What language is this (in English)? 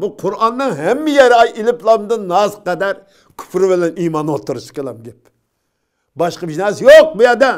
Uyghur